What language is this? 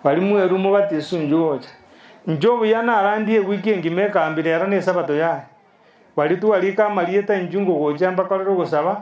Gusii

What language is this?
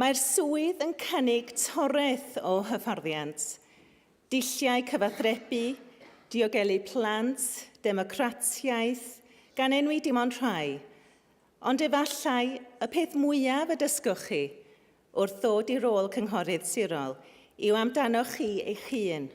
Welsh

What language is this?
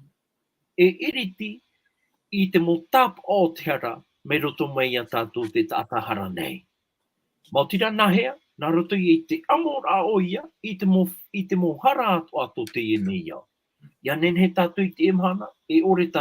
Tahitian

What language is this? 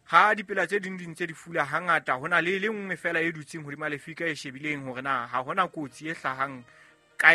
Southern Sotho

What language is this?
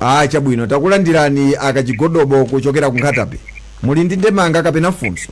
Nyanja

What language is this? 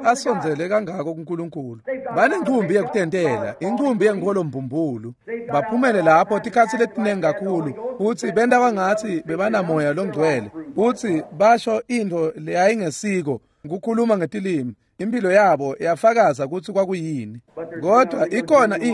Swati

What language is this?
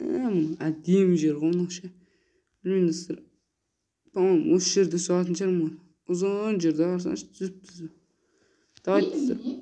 Kazakh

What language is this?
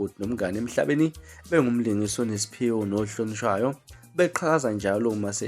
Zulu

